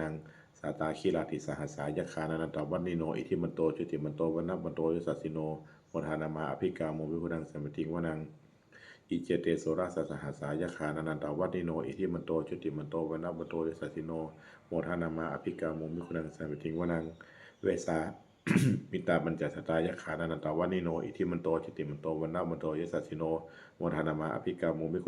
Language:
Pali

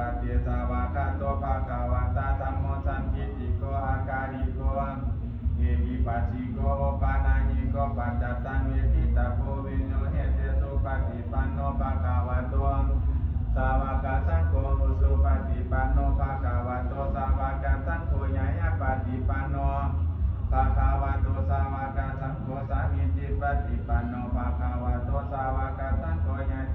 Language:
Pali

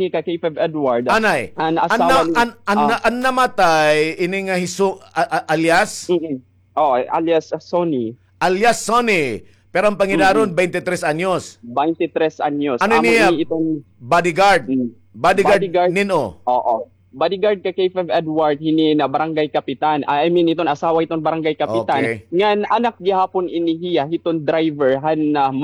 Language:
Waray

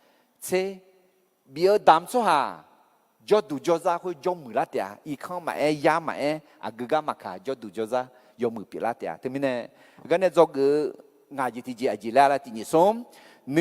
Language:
Akha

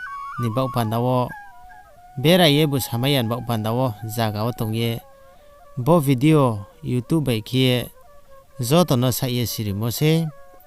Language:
Riang (India)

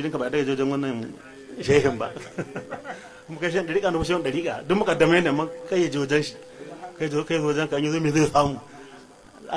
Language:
Hausa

